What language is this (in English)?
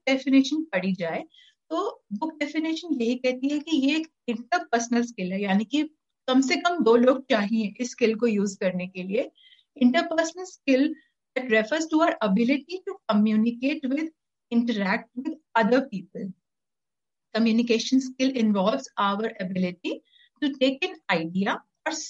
Hindi